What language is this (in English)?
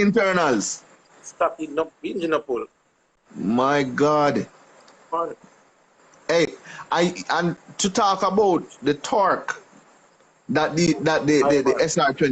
Jamaican Creole English